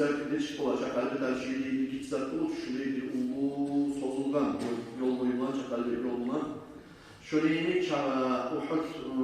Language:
Kumyk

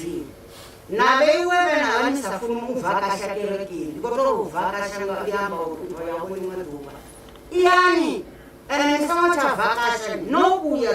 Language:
Venda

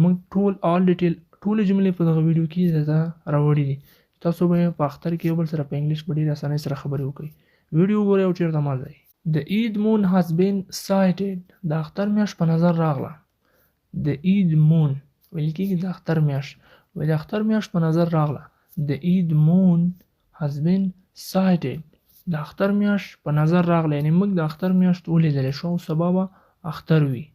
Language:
Pashto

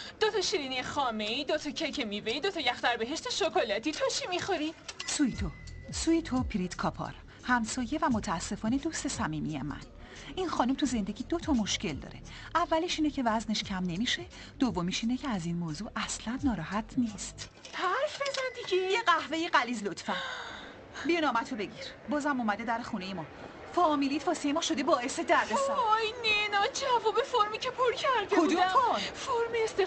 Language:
Persian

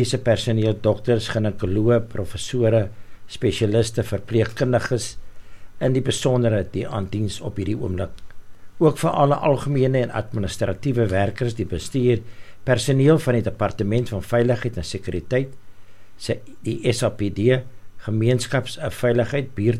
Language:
Afrikaans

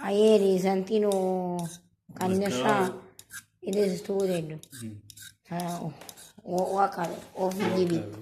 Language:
Sicilian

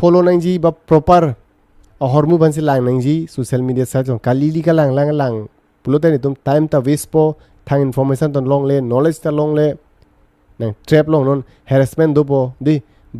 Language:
Karbi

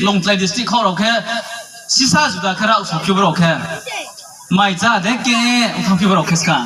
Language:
Riang (India)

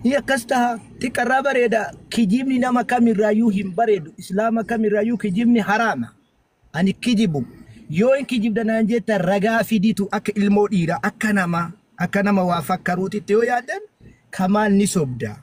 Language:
Oromo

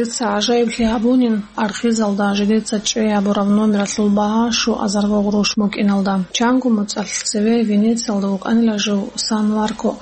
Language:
Avaric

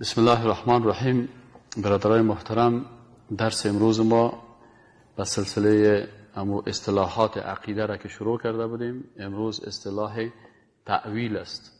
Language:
Persian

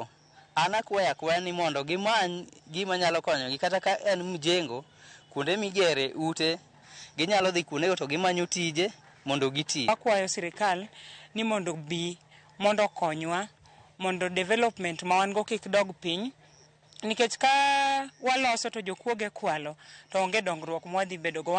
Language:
Luo (Kenya and Tanzania)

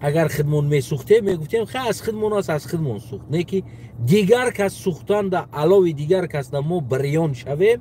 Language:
Tajik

